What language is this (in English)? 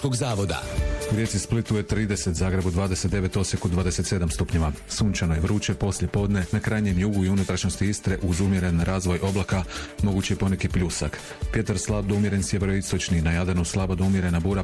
Croatian